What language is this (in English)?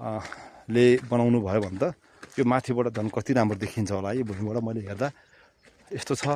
Nepali